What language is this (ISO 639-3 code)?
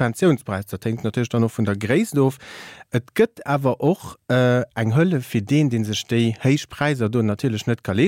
ltz